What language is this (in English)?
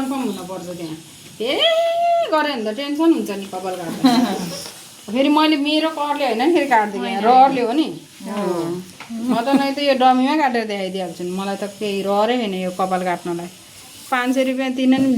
Nepali